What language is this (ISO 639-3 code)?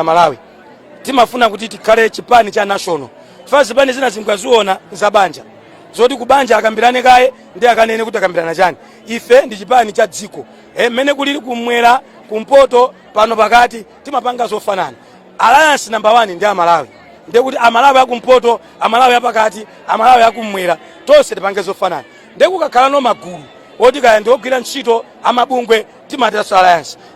nya